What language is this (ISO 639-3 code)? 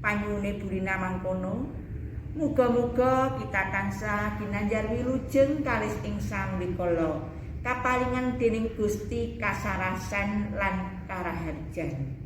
jav